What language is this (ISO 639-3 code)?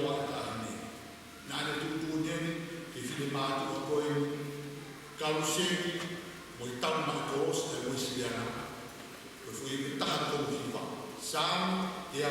ton